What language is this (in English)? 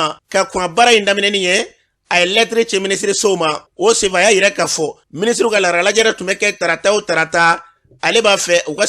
Bambara